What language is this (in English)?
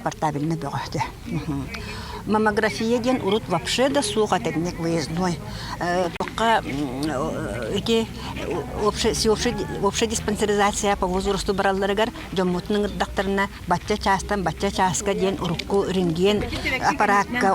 Yakut